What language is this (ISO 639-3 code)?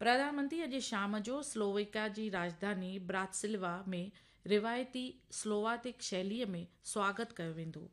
snd